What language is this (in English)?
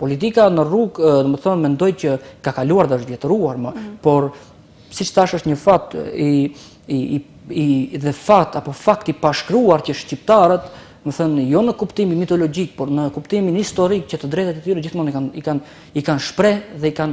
Albanian